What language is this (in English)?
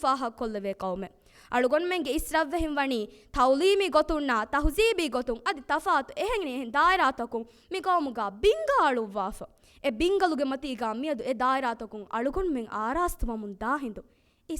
Divehi